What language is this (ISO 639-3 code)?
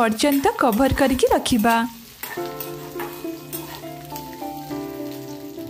ori